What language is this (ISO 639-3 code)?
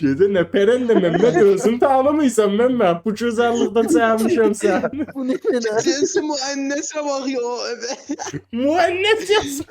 azb